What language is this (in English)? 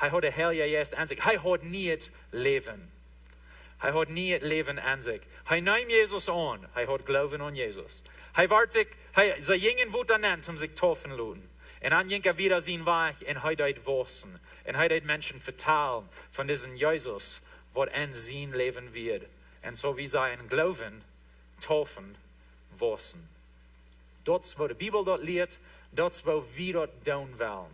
Plautdietsch